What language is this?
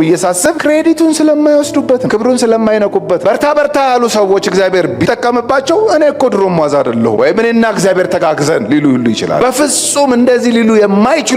Amharic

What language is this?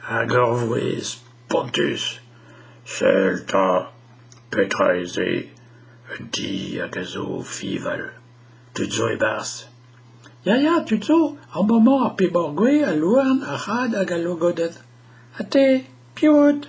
Breton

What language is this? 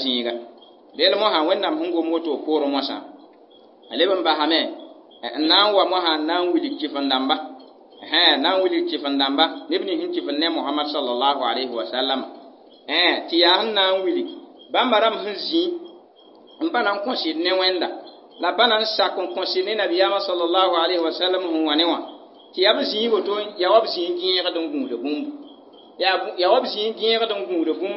Mossi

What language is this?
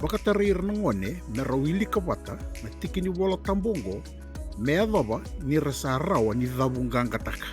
Fijian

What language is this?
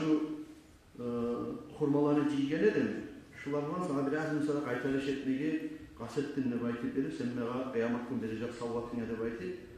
Kumyk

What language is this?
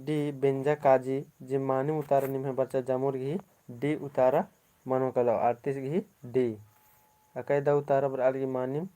Kurukh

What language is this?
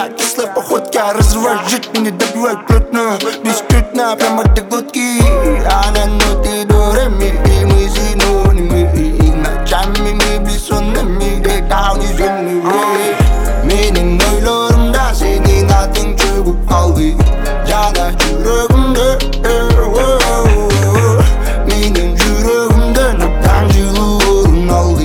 Kazakh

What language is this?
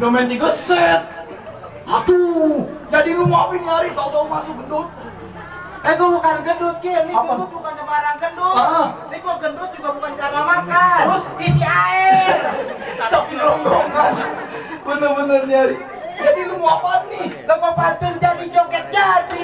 Betawi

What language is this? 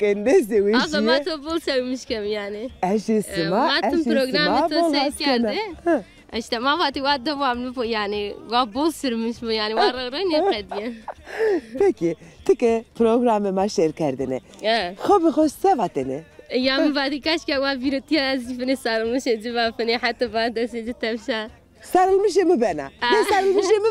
Zaza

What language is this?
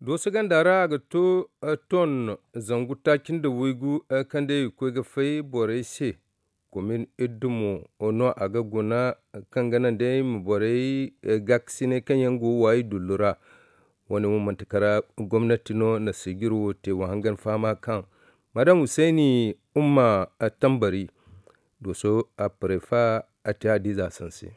Zarma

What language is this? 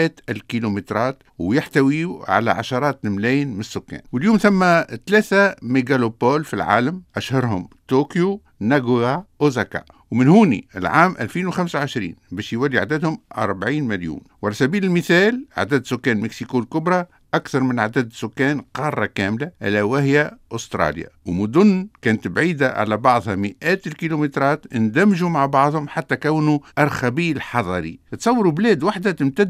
Tunisian Arabic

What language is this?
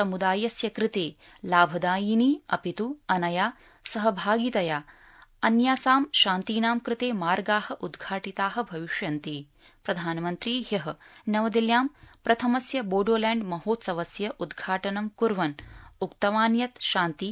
Sanskrit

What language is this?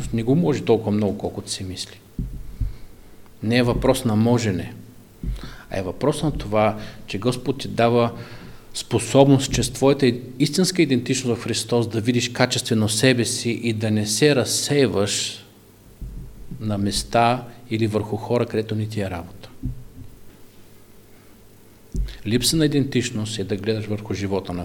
Bulgarian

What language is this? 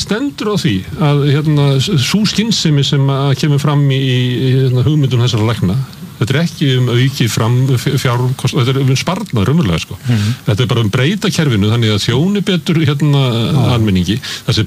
Icelandic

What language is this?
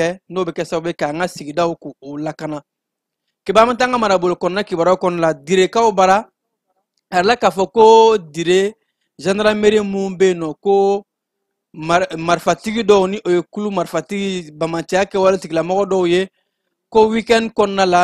Bambara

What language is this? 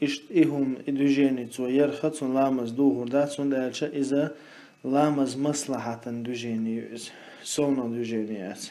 Chechen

